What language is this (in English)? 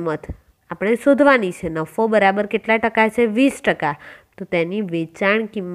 Gujarati